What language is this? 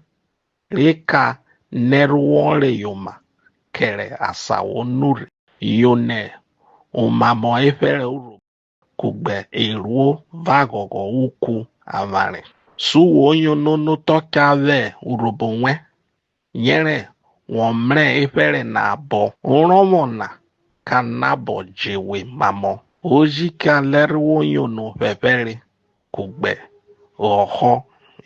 Urhobo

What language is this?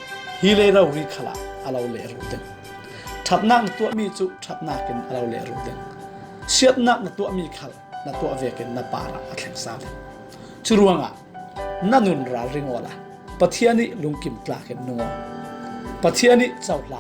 Falam Chin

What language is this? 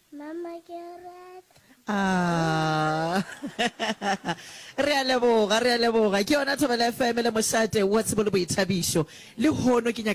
Northern Sotho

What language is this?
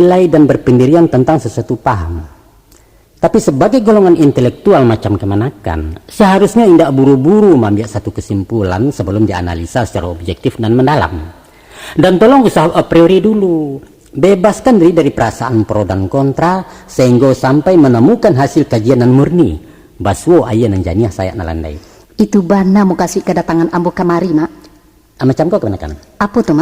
Minangkabau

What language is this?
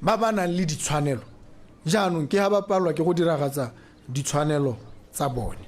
Tswana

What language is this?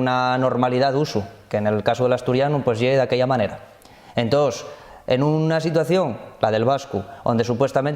Asturian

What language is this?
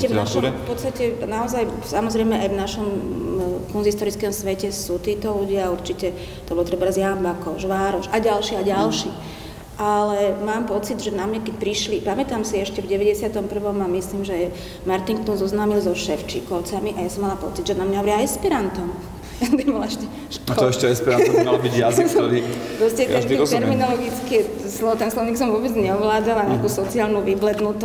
Slovak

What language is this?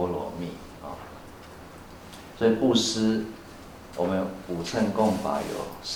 Chinese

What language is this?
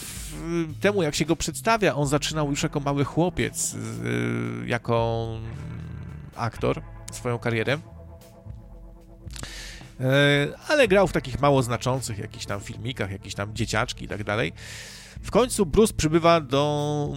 Polish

